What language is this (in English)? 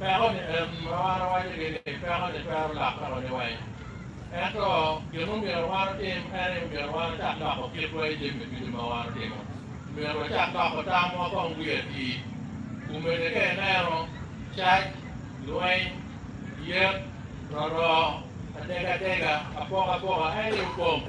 Acoli